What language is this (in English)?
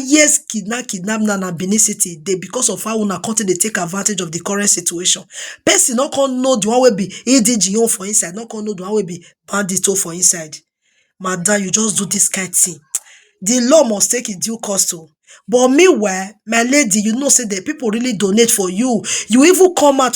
Nigerian Pidgin